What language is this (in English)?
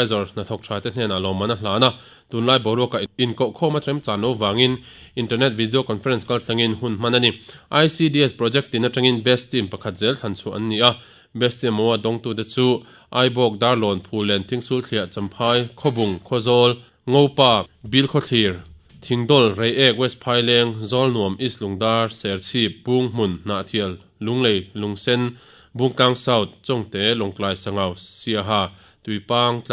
Mizo